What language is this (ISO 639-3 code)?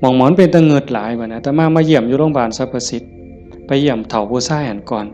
tts